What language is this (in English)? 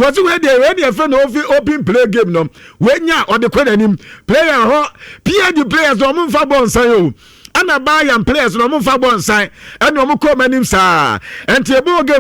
Akan